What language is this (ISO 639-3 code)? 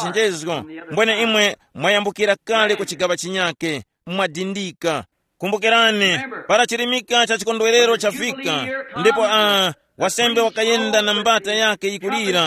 tum